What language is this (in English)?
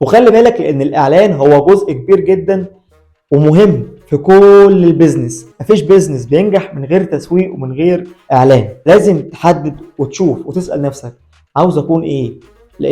Egyptian Arabic